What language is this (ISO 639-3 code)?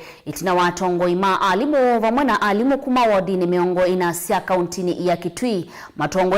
kam